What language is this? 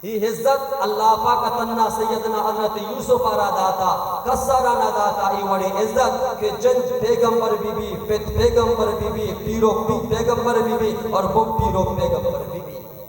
Baluchi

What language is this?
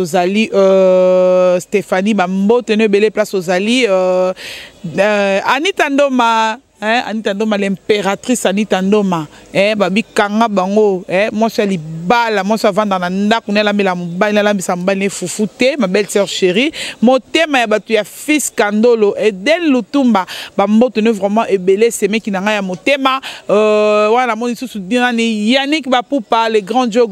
Lingala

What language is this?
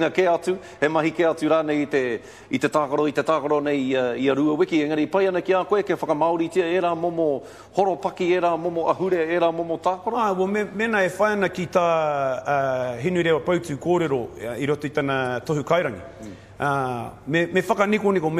Māori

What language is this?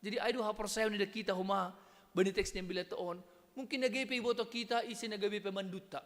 Batak Simalungun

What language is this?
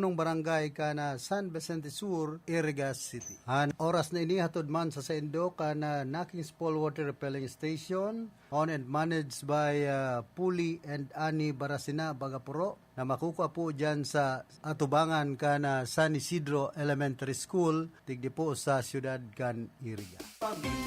Bikol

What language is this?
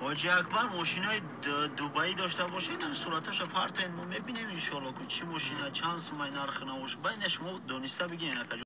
Tajik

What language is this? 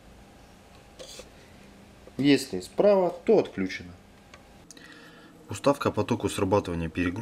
Russian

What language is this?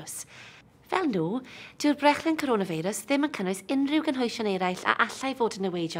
Welsh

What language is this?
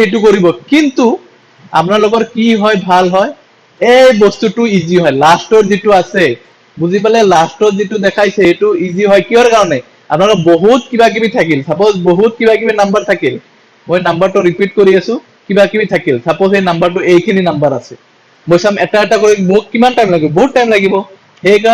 Assamese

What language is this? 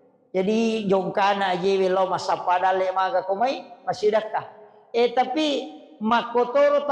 Buginese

